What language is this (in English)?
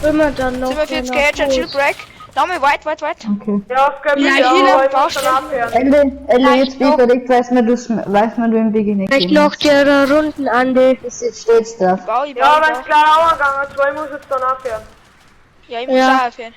Bavarian